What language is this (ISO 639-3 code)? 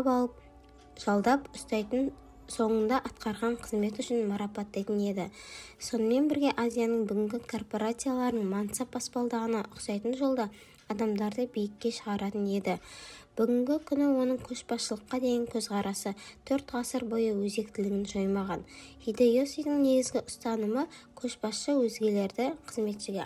kaz